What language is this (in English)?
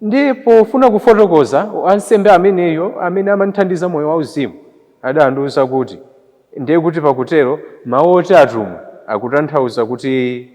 Nyanja